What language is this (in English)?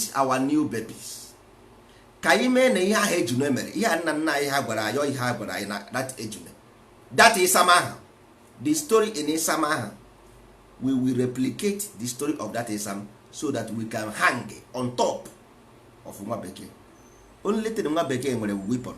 Igbo